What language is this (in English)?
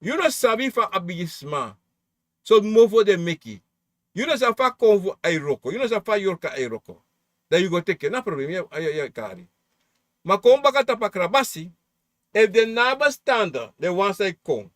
Sranan Tongo